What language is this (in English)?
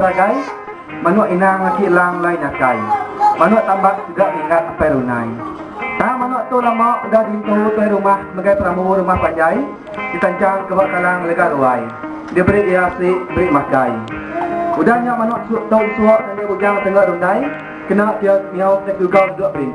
Iban